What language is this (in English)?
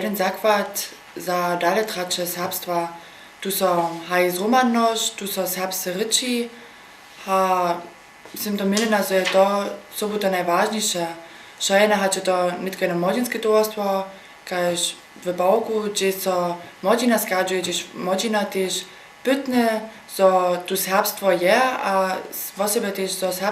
Upper Sorbian